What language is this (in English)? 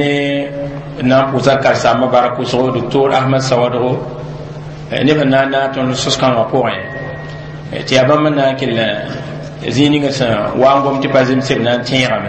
Mossi